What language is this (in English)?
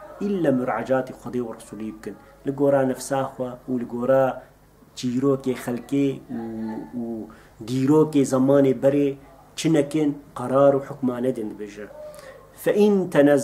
Kurdish